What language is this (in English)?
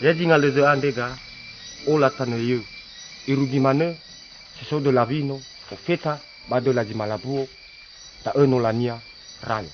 Nias